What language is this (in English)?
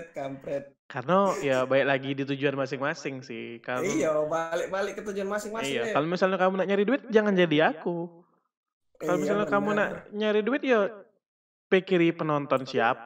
Musi